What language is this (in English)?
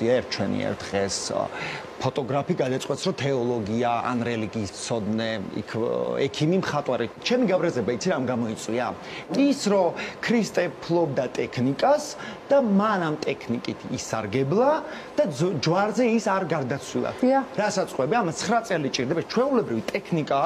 Georgian